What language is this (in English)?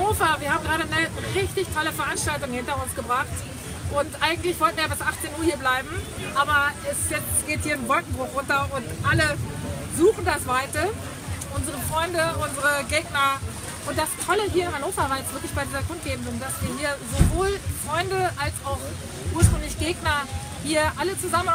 German